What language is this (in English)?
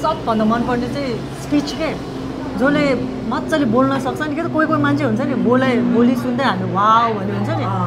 Nepali